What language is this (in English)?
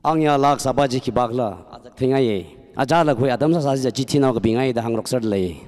Tangkhul Naga (India)